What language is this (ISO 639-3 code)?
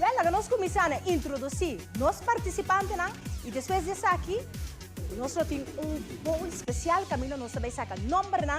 pap